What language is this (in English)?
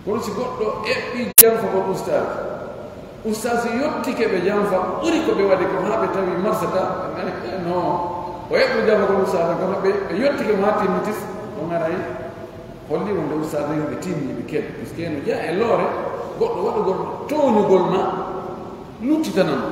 Pular